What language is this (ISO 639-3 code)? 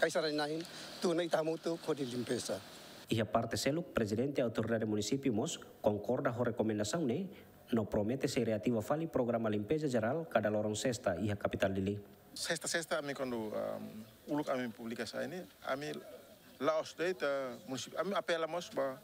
tet